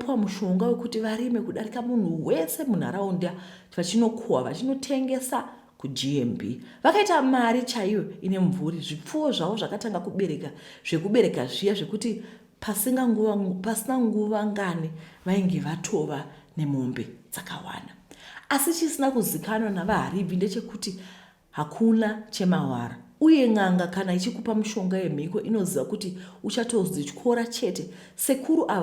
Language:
Shona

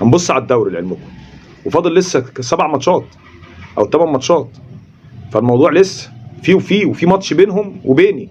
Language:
Egyptian Arabic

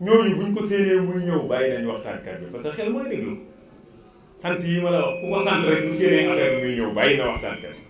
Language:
Wolof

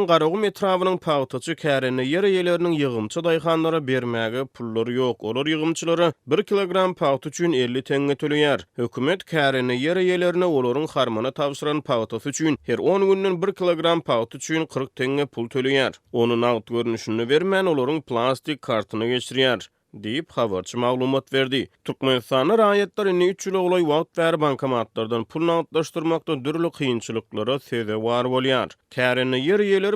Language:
Turkmen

